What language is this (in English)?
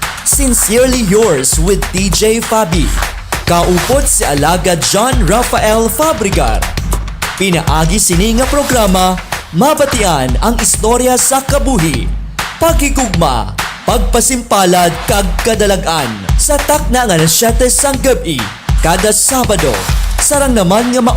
Hiligaynon